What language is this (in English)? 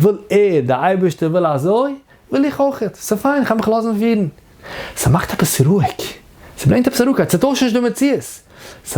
Yiddish